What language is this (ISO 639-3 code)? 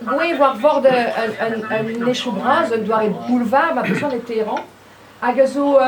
bre